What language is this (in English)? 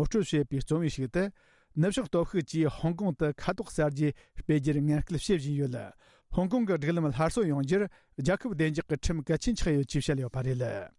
Tibetan